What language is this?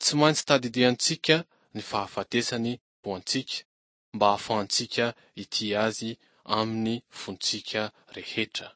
Malagasy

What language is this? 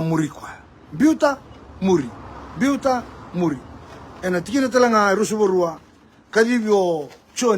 Fijian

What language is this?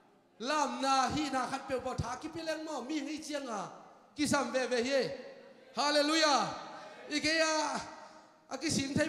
Thai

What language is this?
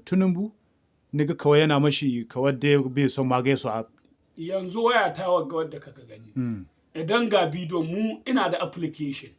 Hausa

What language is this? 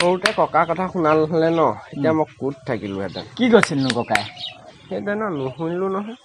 Assamese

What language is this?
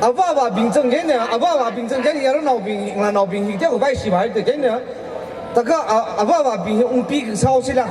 Tangkhul Naga (India)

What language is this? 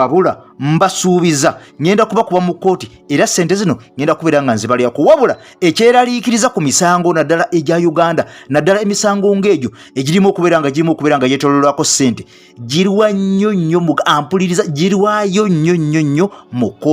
Ganda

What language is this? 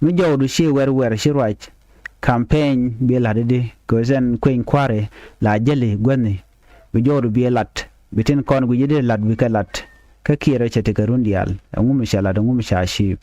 Nuer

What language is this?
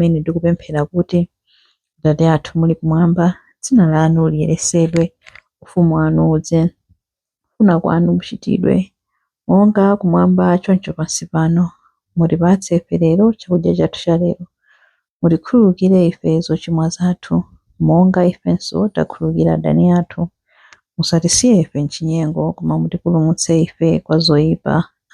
Nyanja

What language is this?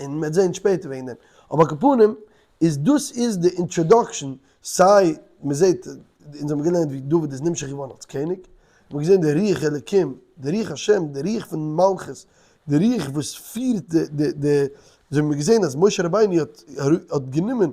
Yiddish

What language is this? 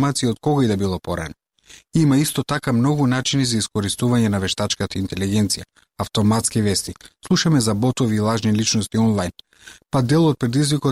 Macedonian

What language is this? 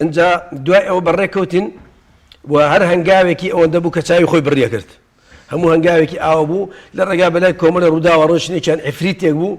Central Kurdish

